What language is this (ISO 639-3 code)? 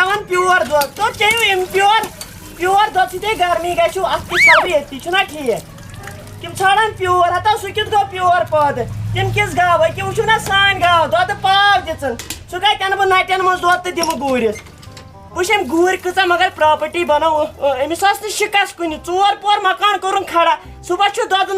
kas